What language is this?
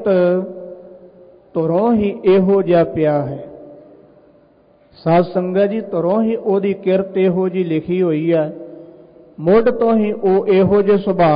Punjabi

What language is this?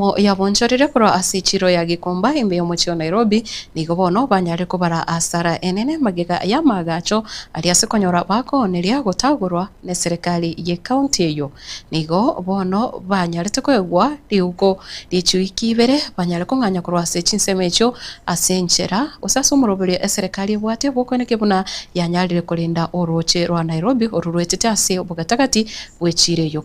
Gusii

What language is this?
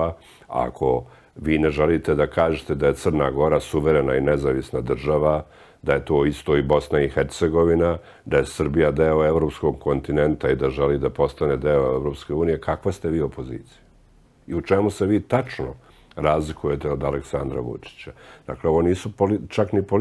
Serbian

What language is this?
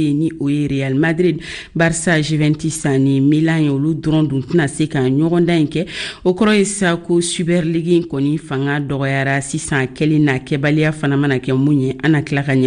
Bambara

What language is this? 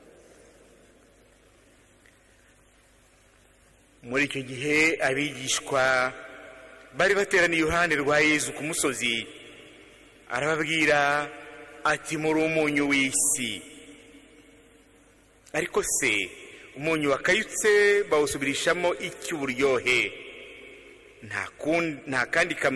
Kinyarwanda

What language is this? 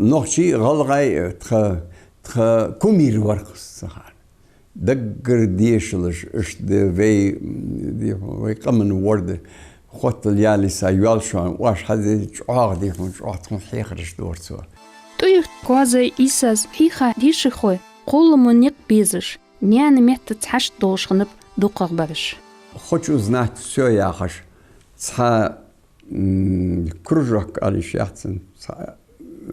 Ingush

